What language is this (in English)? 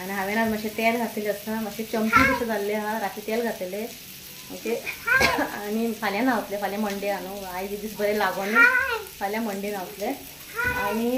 Konkani